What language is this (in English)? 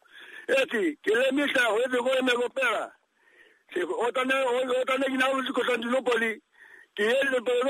Greek